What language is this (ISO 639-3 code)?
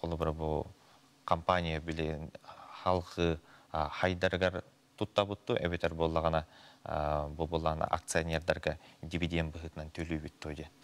sah